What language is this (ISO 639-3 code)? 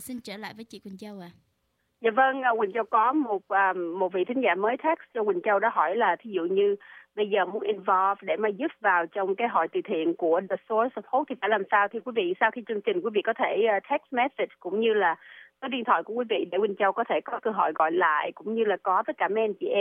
vie